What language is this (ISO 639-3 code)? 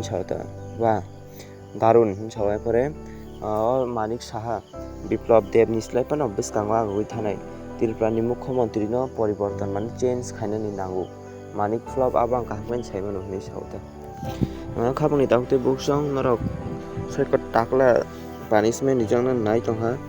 trp